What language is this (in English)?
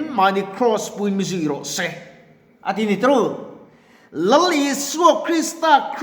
Mizo